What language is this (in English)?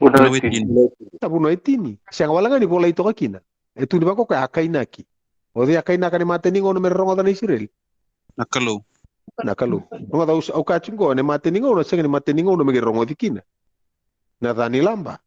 Fijian